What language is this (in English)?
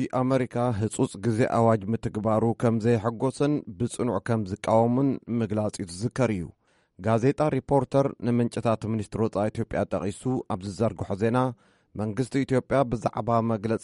Tigrinya